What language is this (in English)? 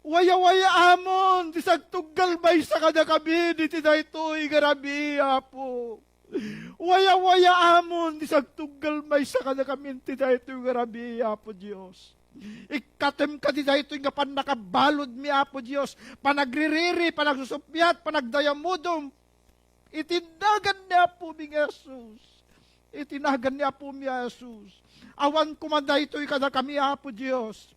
Iloko